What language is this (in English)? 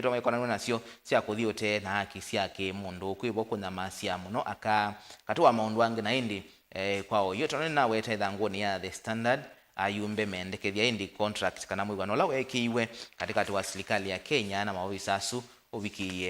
Kamba